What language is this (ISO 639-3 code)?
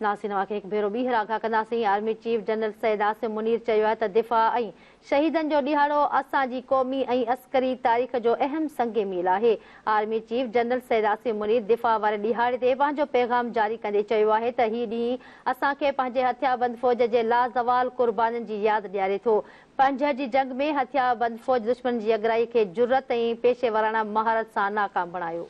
snd